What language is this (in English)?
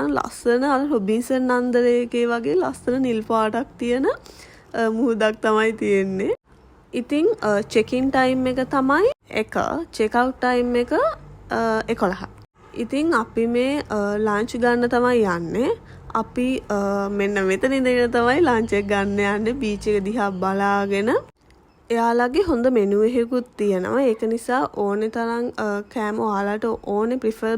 Sinhala